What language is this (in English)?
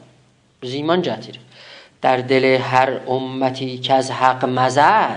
South Azerbaijani